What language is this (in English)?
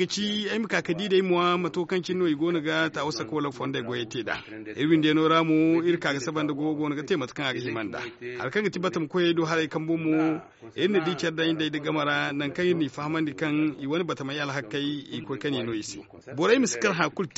Zarma